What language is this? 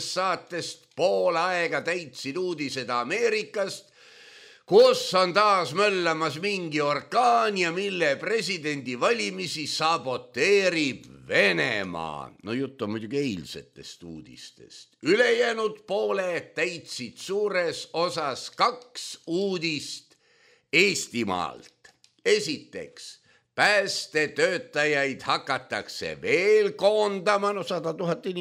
Estonian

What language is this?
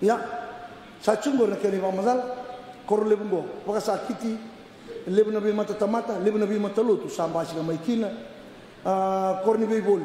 Fijian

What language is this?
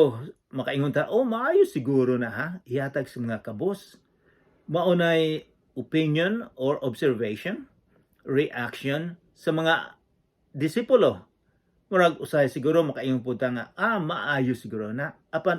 Cebuano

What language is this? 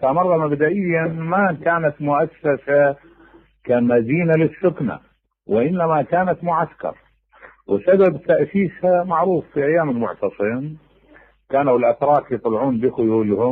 Mesopotamian Arabic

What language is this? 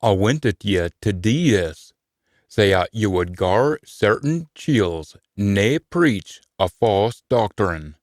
Scots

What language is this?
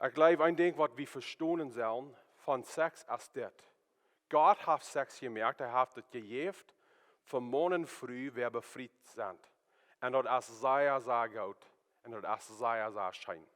Plautdietsch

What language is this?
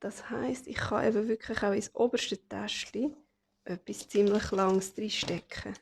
Swiss German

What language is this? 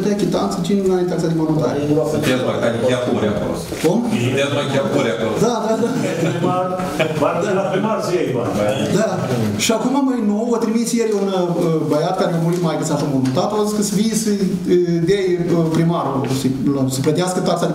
Romanian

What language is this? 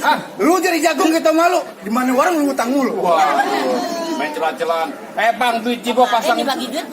Betawi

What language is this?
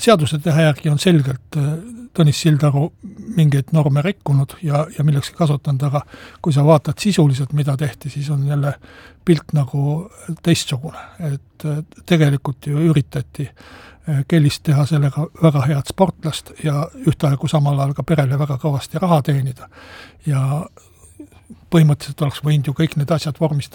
Estonian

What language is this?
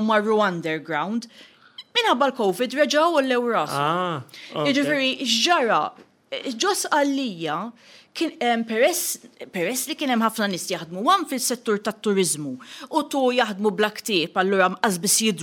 Maltese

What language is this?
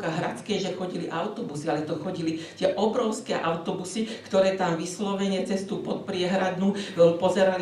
Slovak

